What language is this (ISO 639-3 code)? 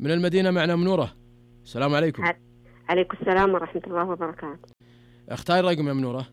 ars